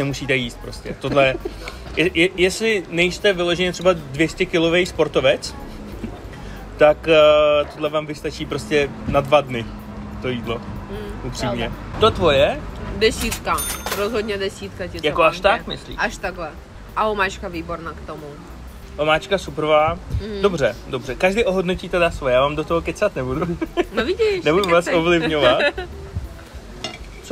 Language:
Czech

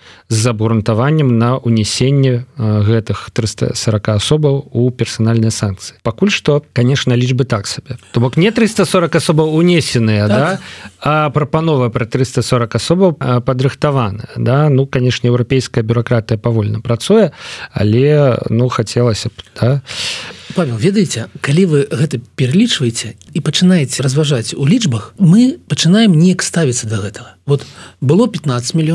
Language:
Belarusian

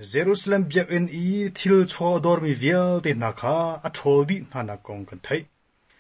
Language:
Hakha Chin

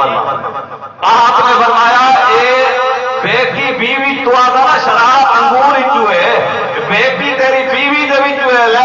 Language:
Saraiki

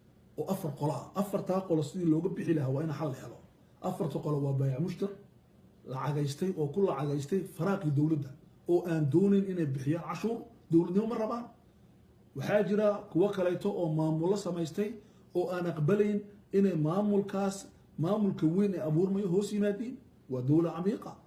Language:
Somali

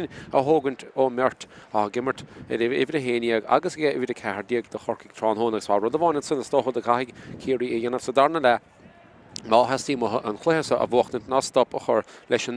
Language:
Irish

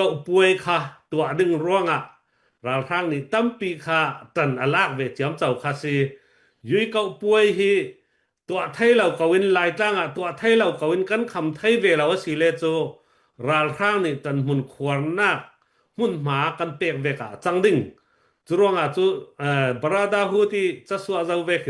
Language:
Falam Chin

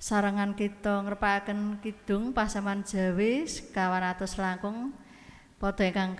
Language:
Javanese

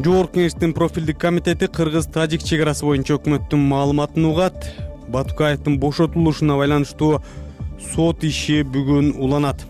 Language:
Kyrgyz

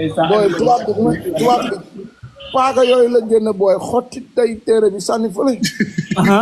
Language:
Wolof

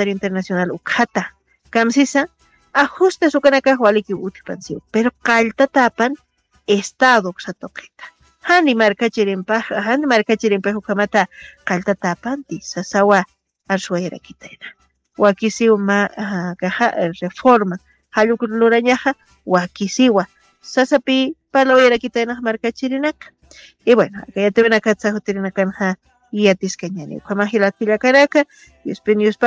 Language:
Aymara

